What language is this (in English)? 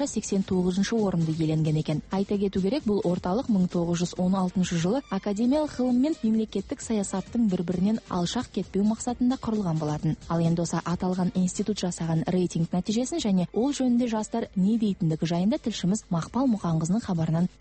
Kazakh